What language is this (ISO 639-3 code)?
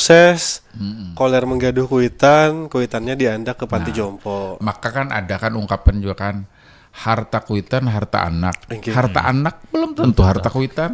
bjn